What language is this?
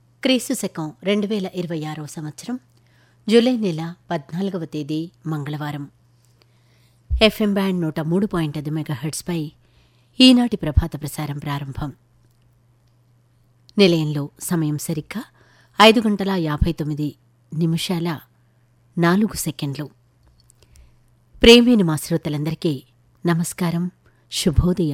Telugu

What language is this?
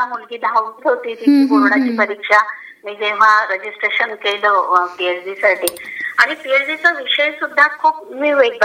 Marathi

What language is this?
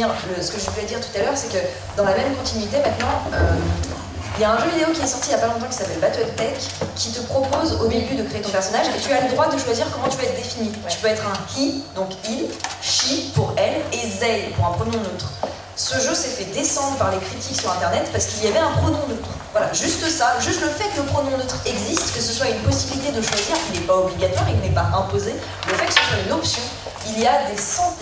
French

